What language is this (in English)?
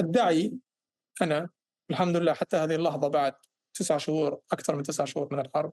North Levantine Arabic